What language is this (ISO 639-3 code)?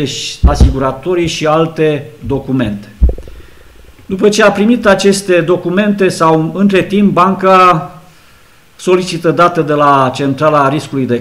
ron